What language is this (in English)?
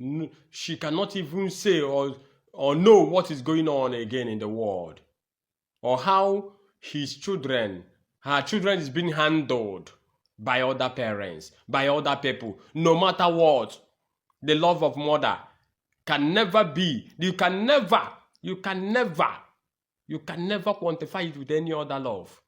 Igbo